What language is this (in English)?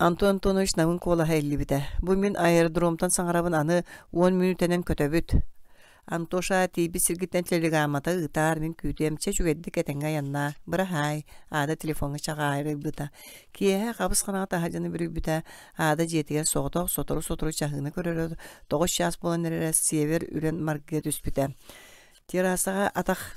Yakut